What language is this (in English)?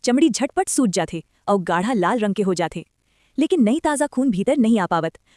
Chhattisgarhi